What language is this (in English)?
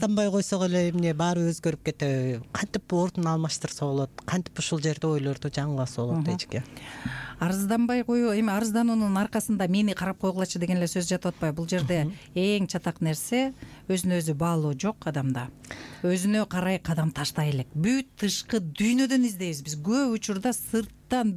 Kyrgyz